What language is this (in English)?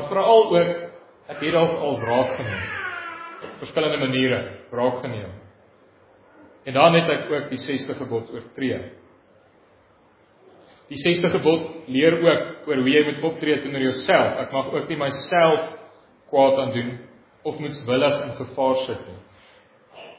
Afrikaans